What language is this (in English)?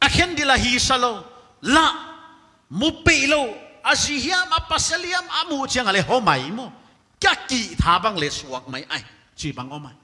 Paite Chin